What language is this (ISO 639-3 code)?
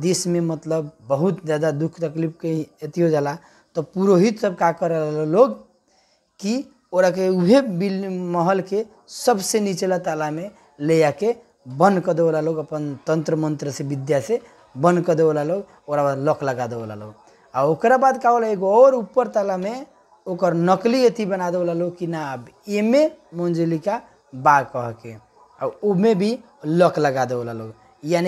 bho